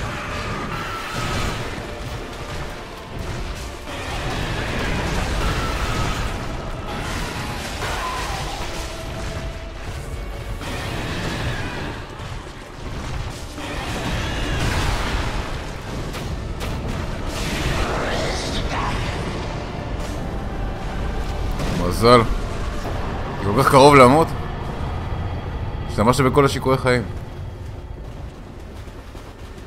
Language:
Hebrew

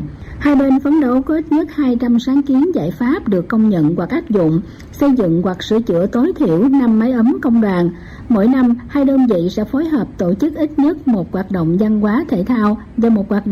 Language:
Vietnamese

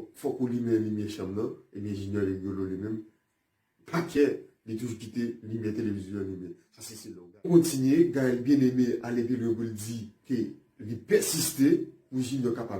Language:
Haitian Creole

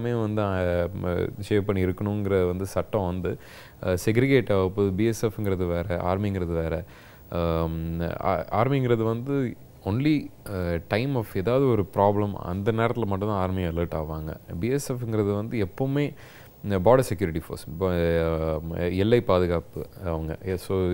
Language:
Tamil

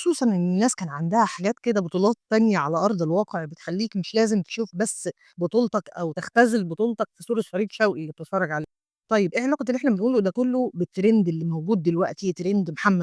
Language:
Egyptian Arabic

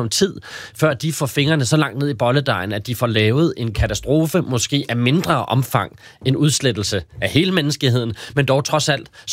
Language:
Danish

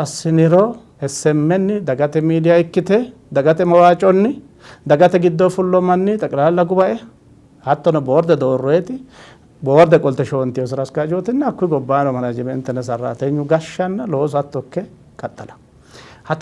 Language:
Sidamo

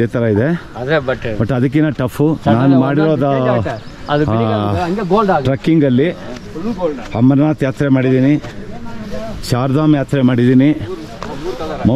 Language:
Kannada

